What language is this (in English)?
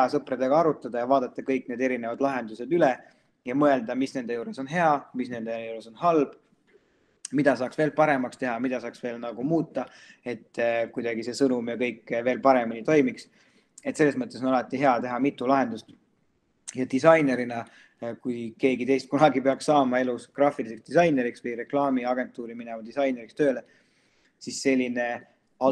Estonian